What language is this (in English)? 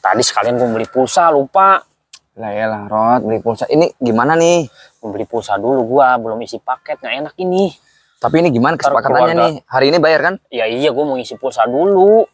Betawi